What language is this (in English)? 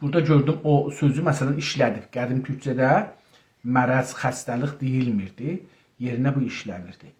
South Azerbaijani